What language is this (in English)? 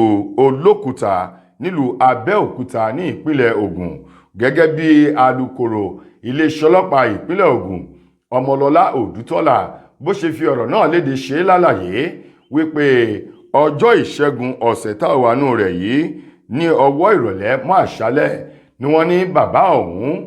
Yoruba